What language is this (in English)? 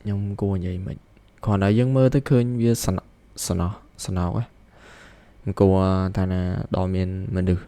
Khmer